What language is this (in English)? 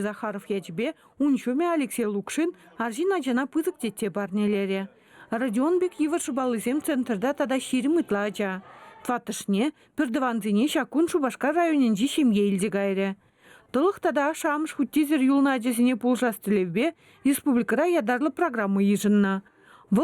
Chuvash